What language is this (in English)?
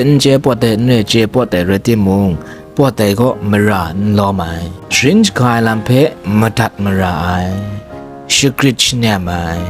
Kachin